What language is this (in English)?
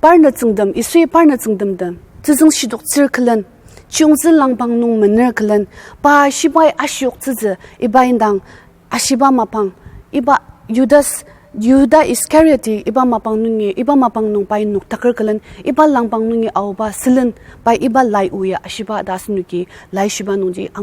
Ao Naga